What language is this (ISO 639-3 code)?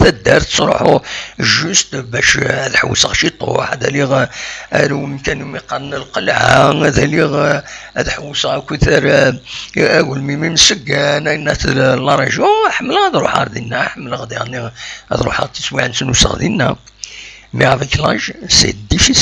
kab